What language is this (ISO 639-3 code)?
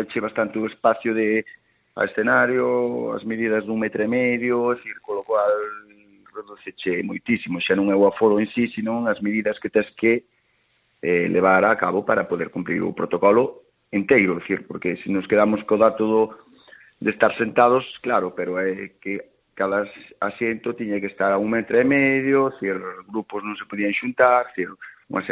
glg